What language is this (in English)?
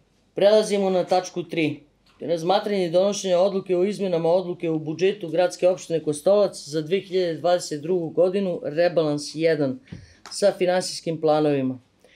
Serbian